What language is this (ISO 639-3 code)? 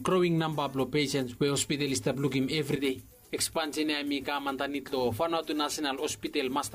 bis